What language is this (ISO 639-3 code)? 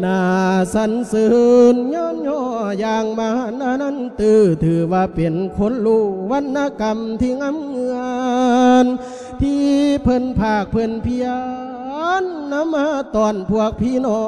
lao